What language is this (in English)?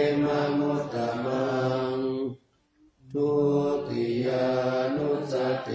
Pali